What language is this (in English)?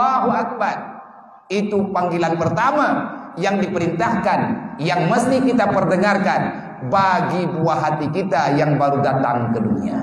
Achinese